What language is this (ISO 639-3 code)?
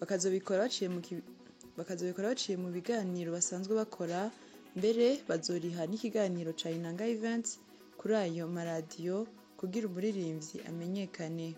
run